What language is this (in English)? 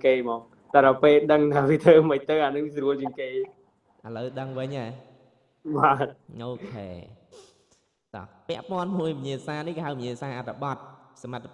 Khmer